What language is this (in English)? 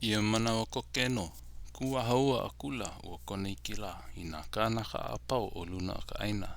Hawaiian